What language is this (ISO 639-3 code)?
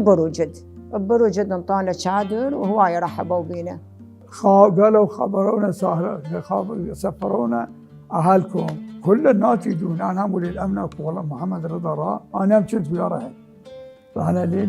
acm